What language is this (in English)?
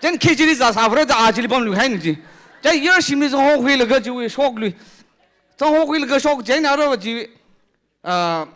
Tangkhul Naga (India)